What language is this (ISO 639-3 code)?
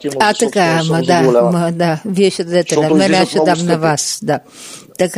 bul